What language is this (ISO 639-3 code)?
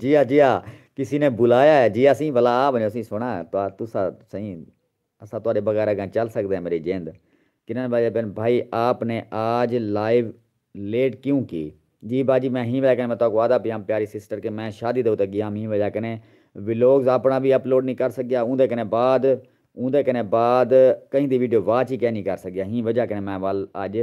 skr